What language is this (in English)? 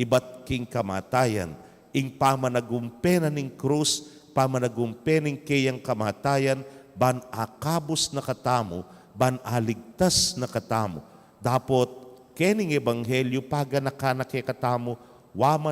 Pampanga